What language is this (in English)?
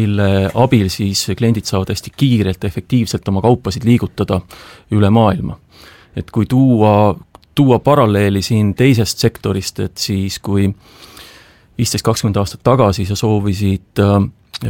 Estonian